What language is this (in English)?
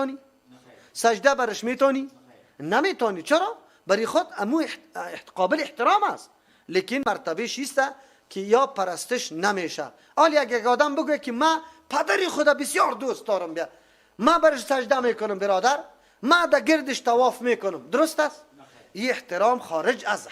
Persian